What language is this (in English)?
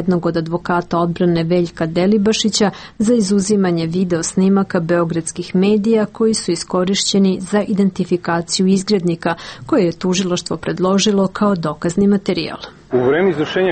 Serbian